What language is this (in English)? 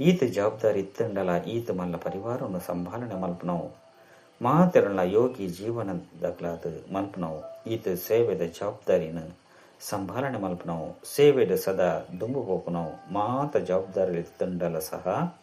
Tulu